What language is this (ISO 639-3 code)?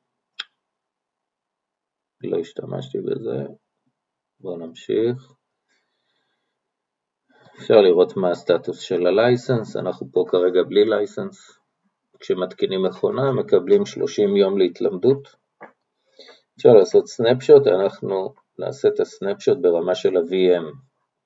heb